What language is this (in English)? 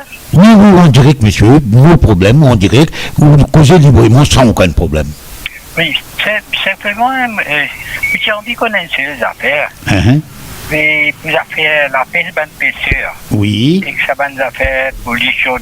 Morisyen